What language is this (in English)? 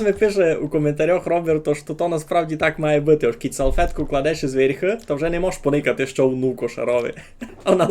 Rusyn